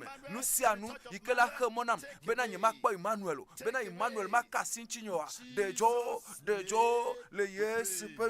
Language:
Ewe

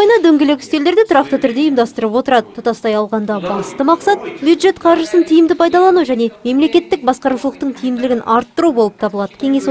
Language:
Kazakh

